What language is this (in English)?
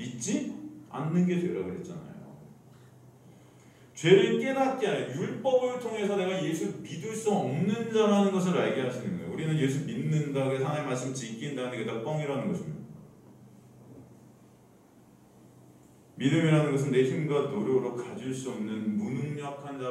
Korean